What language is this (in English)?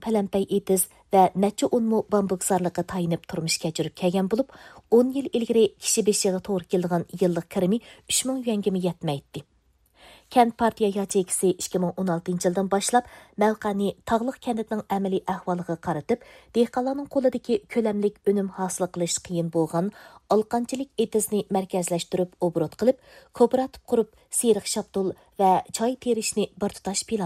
Uyghur